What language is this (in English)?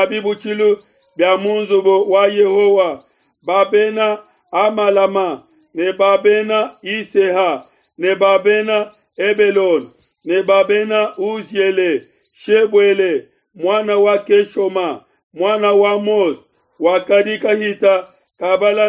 Luba-Lulua